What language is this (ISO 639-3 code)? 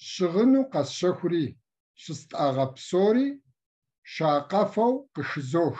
kbd